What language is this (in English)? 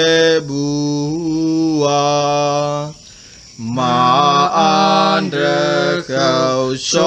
Nias